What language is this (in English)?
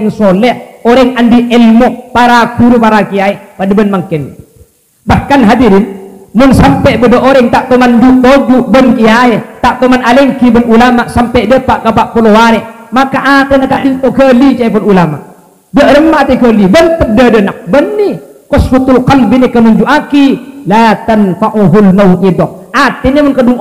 Madurese